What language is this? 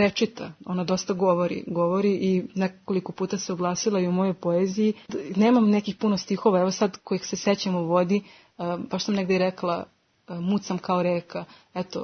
Serbian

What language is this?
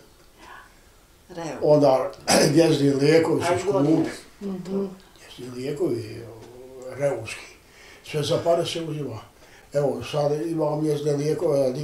Bosnian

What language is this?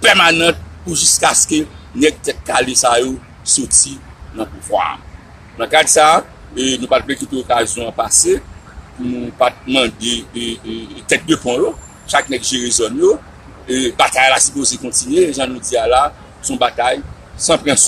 Haitian Creole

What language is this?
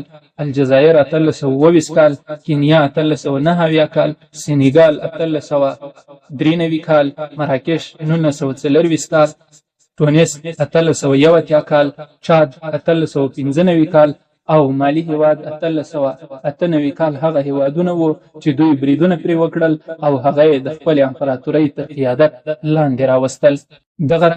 Pashto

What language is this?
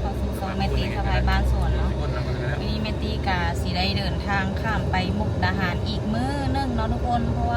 Lao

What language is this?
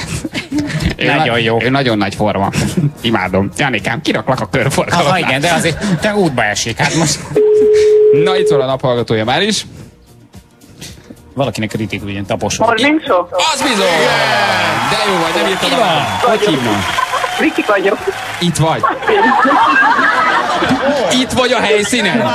Hungarian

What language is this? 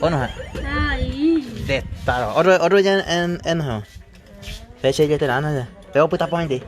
Guarani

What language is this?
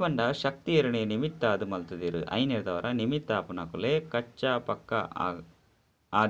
Tulu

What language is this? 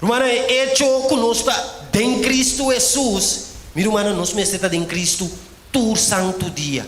Papiamento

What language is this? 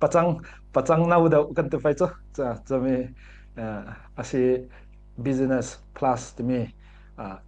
Falam Chin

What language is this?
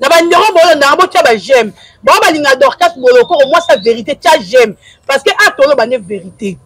Lingala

